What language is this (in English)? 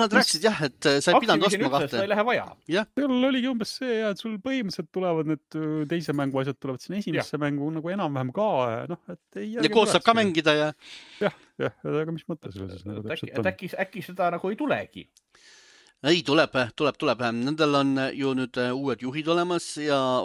Estonian